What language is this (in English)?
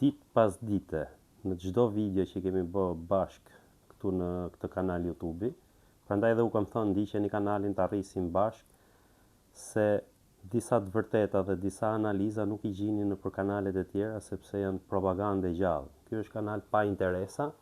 Albanian